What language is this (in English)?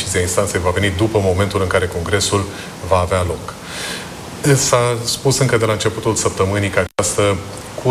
Romanian